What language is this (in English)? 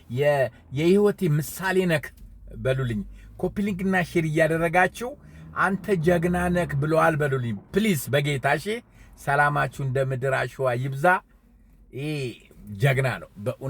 Amharic